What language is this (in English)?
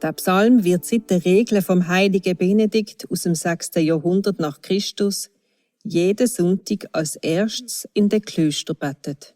Swiss German